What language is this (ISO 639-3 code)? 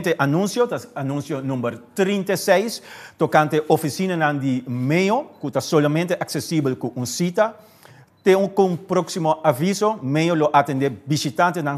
pap